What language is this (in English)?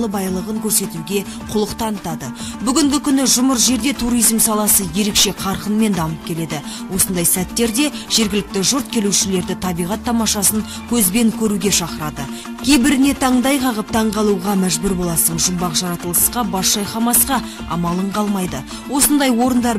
Kazakh